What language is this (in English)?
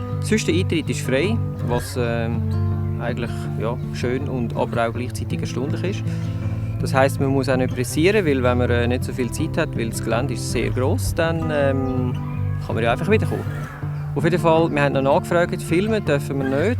Swiss German